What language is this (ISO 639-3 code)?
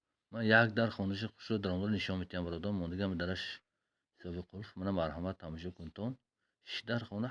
tgk